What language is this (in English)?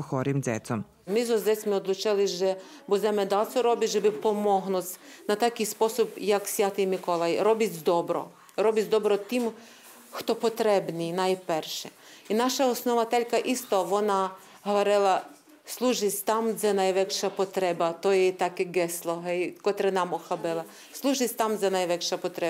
Rusyn